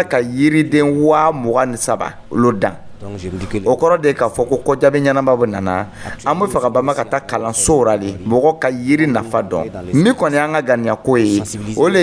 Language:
Dyula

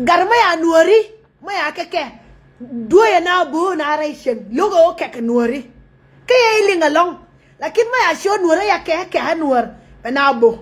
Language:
Nuer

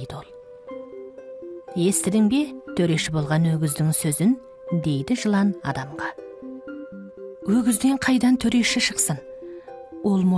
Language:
Kazakh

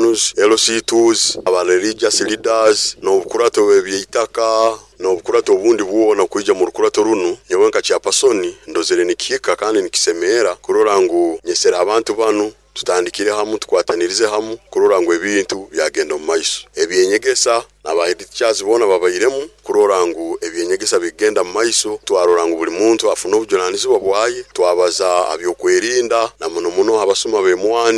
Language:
Nyoro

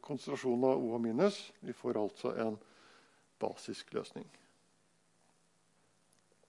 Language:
Norwegian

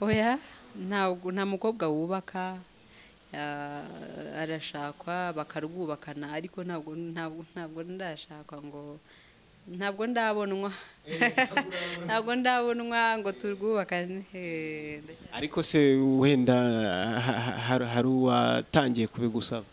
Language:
Kinyarwanda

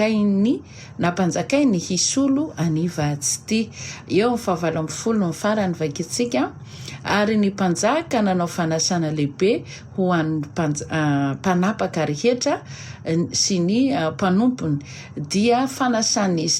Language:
Malagasy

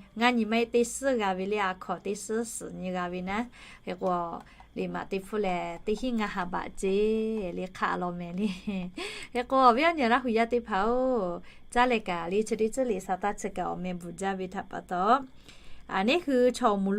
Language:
Lahu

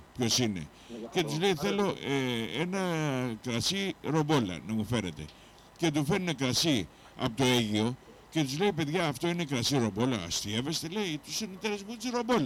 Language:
Greek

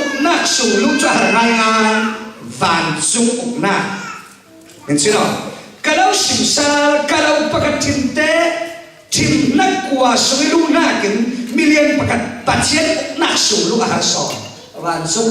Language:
Falam Chin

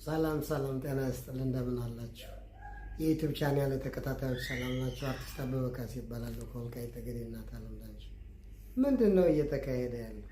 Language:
Amharic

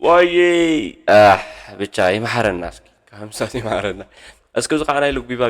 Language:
Tigrinya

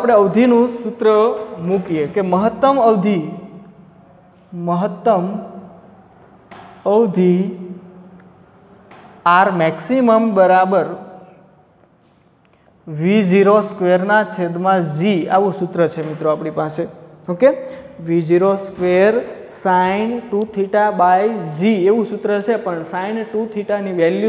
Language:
Gujarati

